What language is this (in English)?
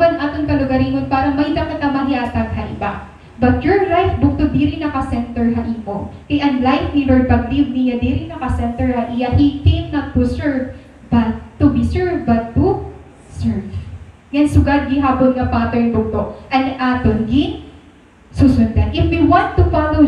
Waray